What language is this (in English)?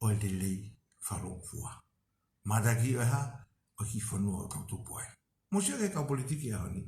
Tongan